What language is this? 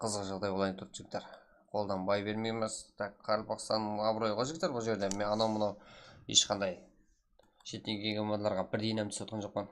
Kara-Kalpak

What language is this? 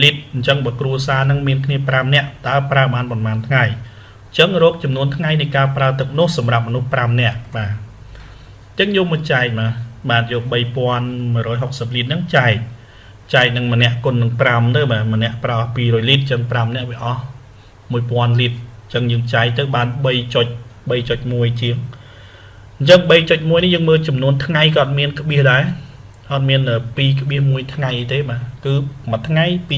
Khmer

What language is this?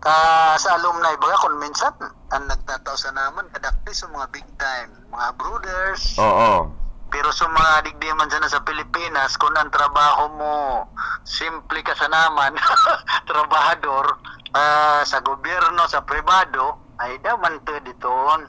Bikol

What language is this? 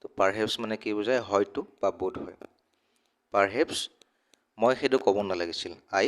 Assamese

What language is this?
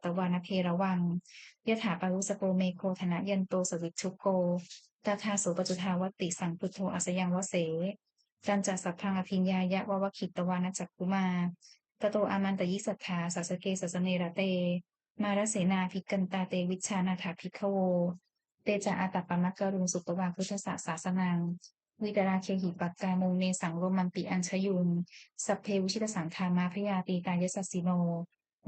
Pali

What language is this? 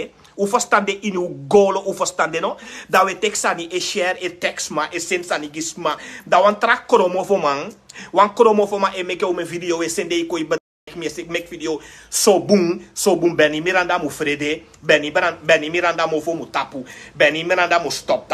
Sranan Tongo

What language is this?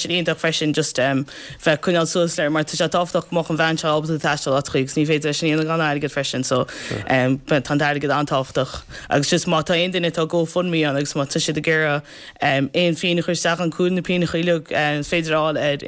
Irish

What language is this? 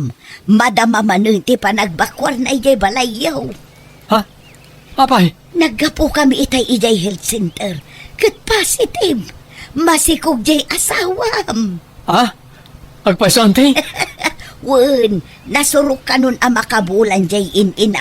Iloko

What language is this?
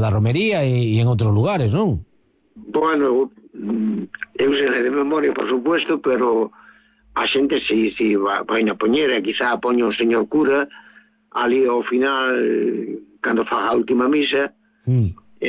Galician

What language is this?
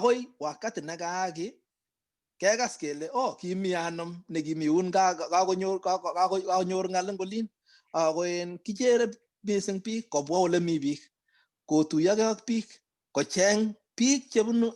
Kalenjin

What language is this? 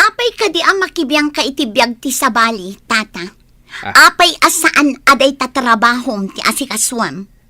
Iloko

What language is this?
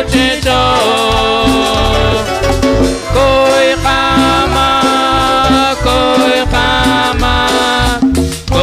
Kekchí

